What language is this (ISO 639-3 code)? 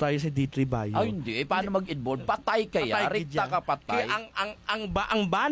fil